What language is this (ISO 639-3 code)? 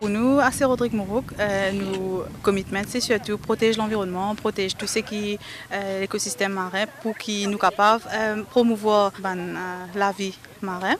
mfe